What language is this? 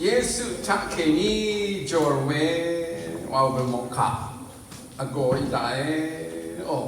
Rawang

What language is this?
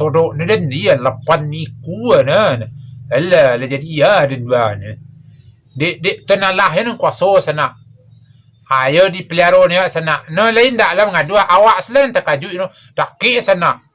Minangkabau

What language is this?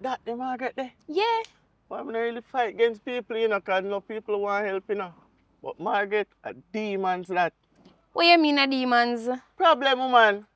Jamaican Creole English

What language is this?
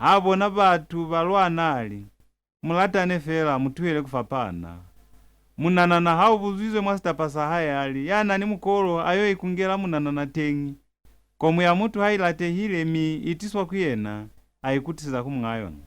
Lozi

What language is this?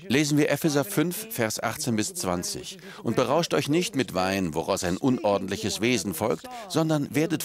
German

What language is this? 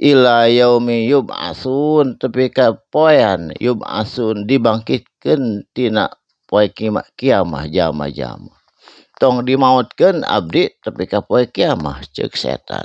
Sundanese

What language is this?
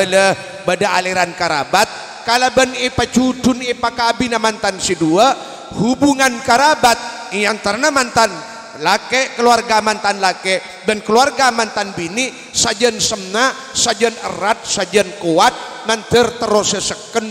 Madurese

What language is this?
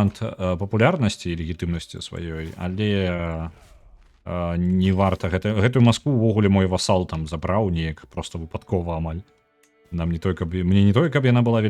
Belarusian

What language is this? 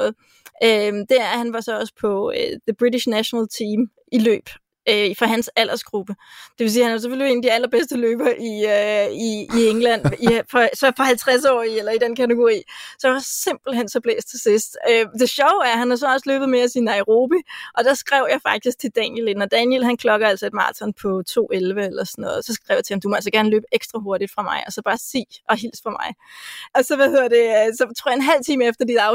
Danish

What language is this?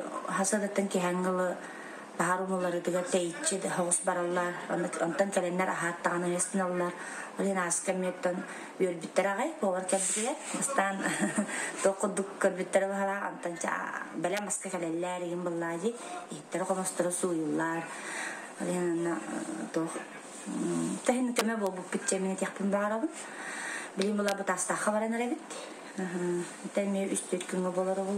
Yakut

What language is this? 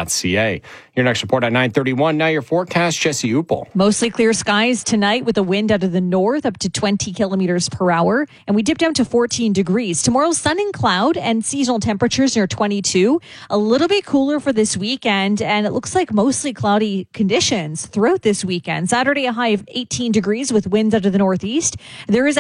English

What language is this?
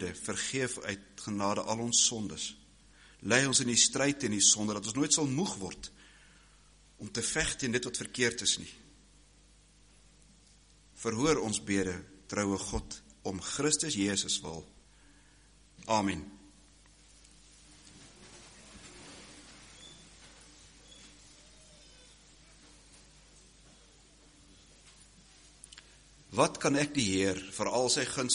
Afrikaans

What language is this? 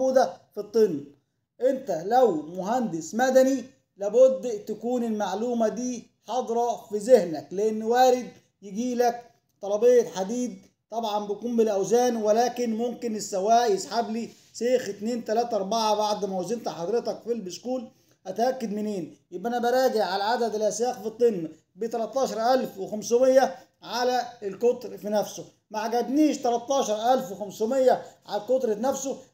Egyptian Arabic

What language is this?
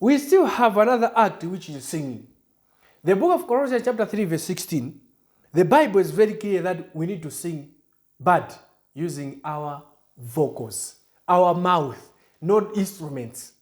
English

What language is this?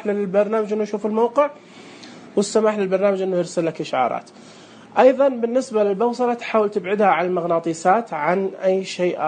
Najdi Arabic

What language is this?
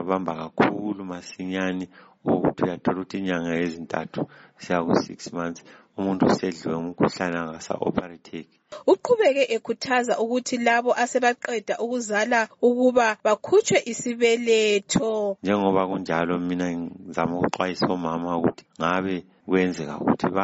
North Ndebele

